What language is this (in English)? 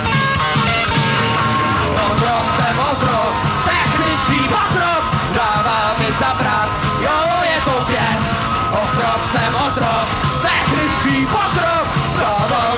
Czech